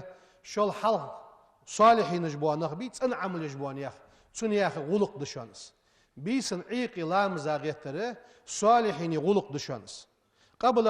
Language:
Ingush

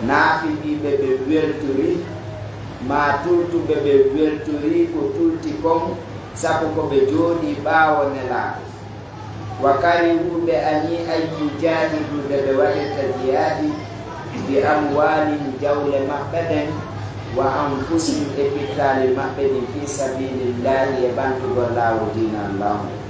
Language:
Pular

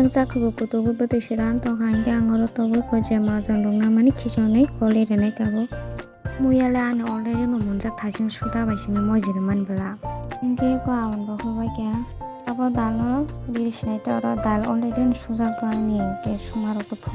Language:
Kok Borok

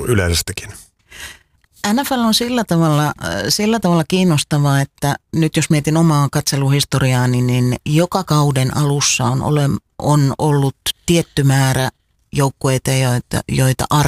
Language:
Finnish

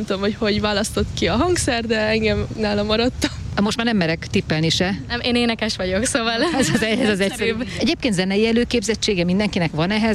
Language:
Hungarian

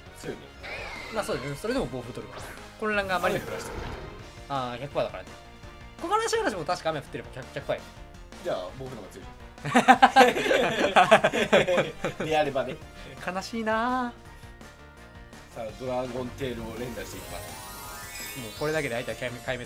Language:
Japanese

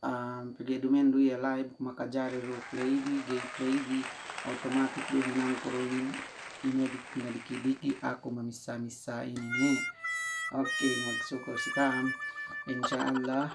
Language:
Yakan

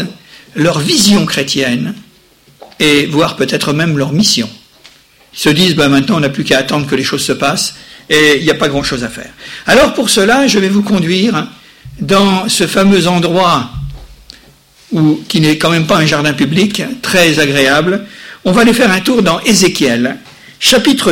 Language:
French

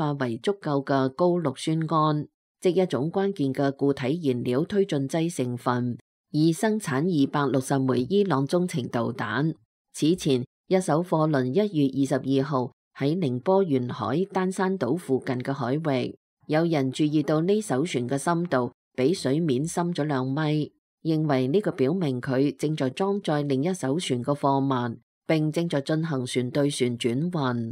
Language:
Cantonese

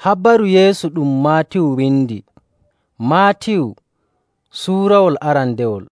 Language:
Nigerian Fulfulde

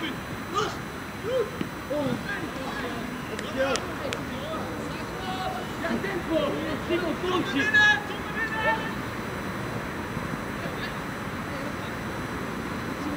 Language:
Dutch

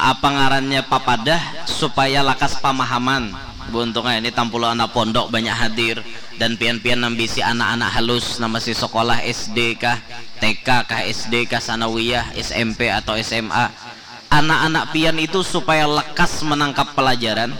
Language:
Banjar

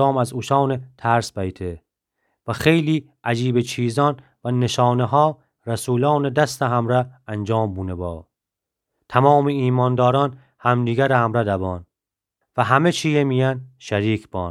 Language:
Gilaki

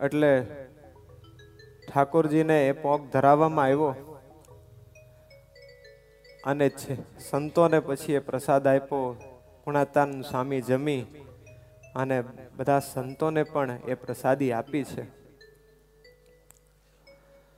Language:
Gujarati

